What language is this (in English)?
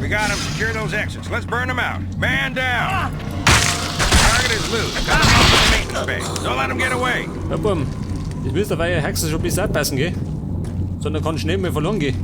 Bavarian